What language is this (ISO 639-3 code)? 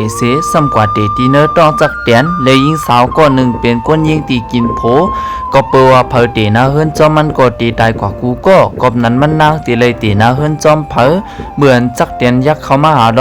shn